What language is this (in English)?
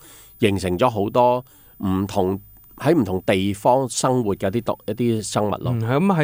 Cantonese